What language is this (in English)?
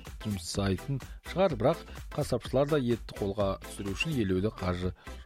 Kazakh